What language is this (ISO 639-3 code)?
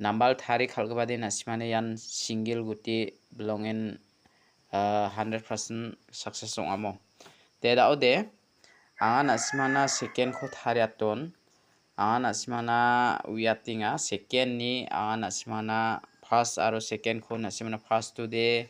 grt